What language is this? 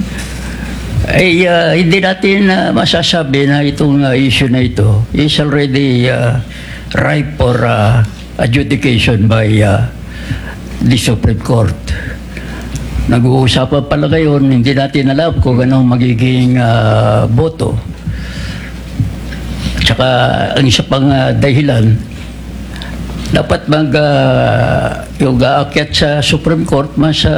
Filipino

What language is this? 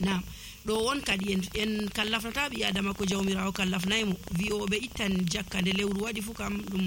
Nigerian Fulfulde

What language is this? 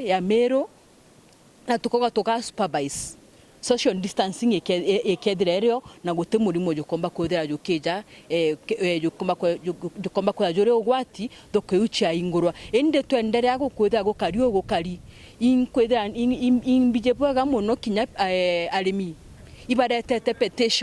Meru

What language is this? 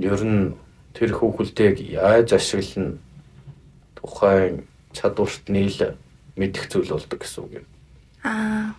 Mongolian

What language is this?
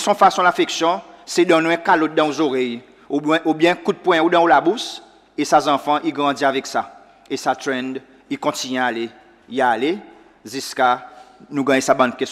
Seselwa Creole French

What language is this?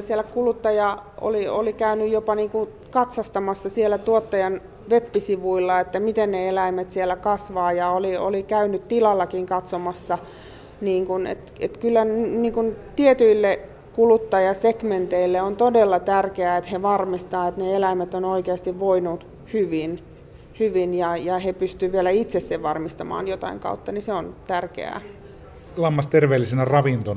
Finnish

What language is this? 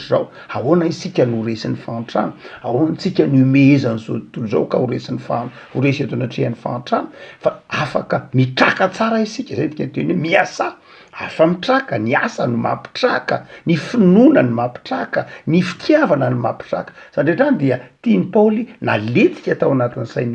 Malagasy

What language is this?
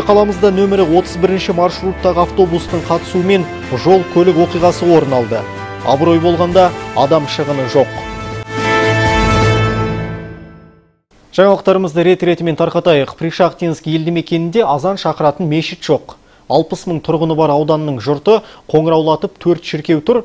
Kazakh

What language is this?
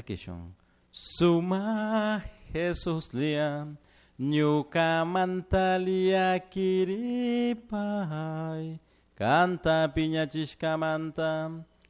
Chimborazo Highland Quichua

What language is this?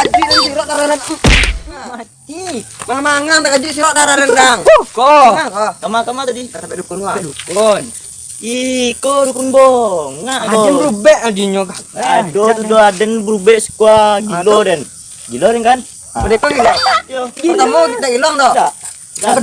Minangkabau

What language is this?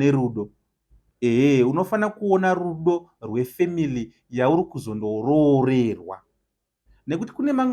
Shona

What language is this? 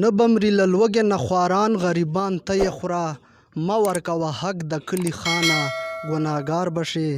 Pashto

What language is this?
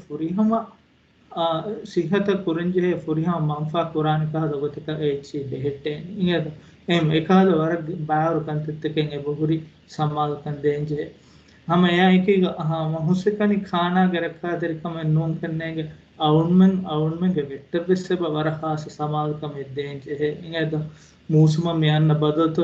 Divehi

